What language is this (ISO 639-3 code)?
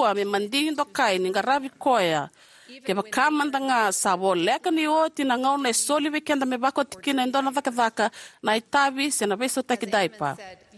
fij